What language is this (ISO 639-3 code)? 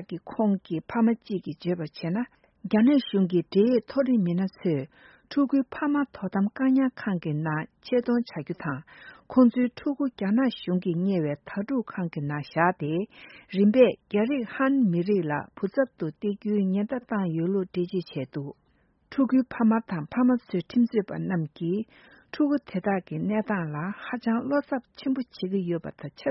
bod